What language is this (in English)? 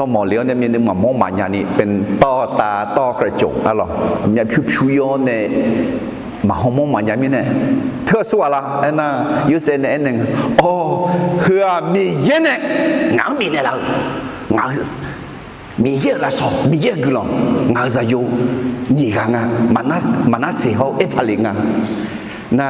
Akha